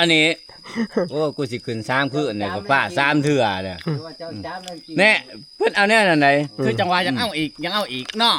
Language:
Northeastern Thai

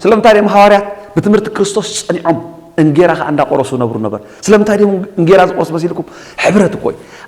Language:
Tigrinya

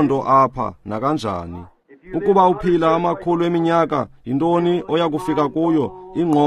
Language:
Xhosa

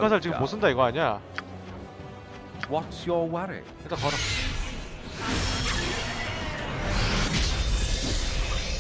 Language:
Korean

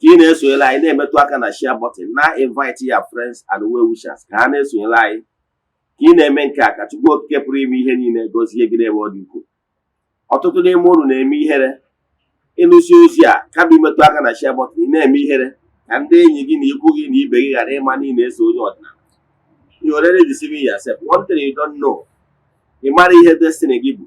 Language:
Igbo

